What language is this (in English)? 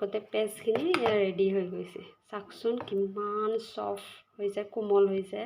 Assamese